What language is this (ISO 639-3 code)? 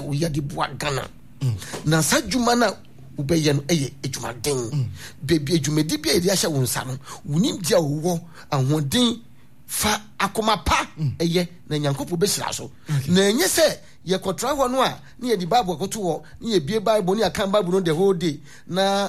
aka